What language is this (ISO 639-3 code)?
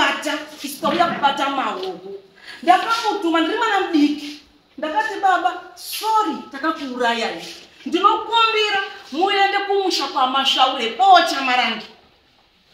sna